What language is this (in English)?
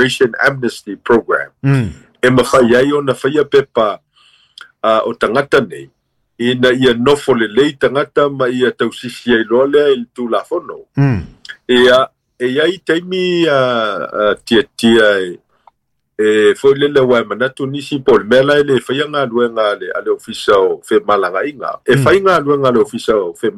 Samoan